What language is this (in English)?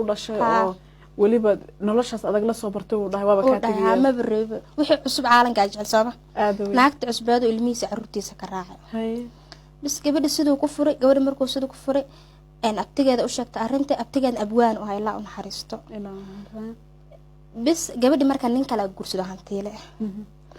Somali